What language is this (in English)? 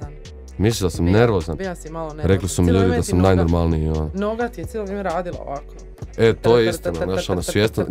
Croatian